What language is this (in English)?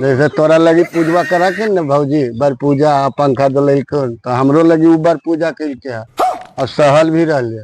Magahi